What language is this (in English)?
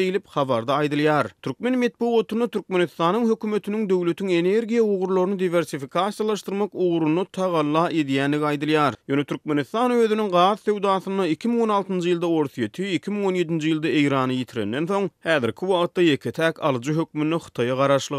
Turkmen